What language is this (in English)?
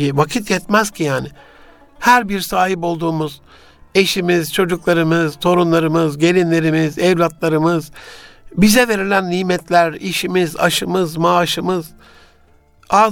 Turkish